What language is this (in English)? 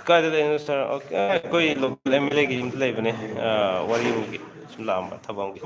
Manipuri